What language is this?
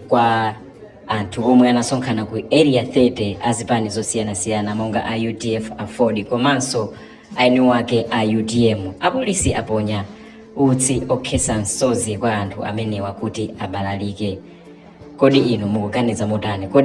Nyanja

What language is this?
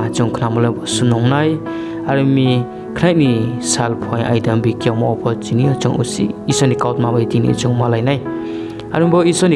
Riang (India)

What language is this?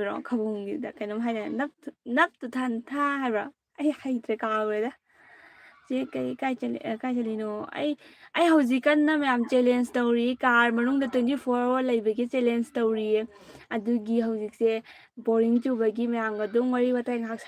Manipuri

